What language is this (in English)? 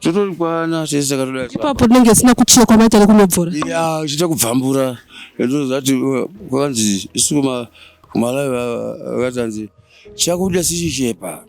Shona